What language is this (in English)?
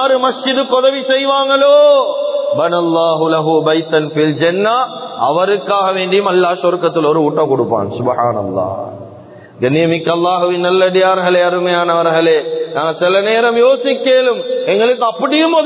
Tamil